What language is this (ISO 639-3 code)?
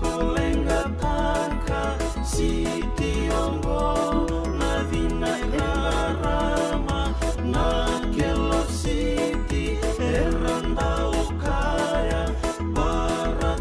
fij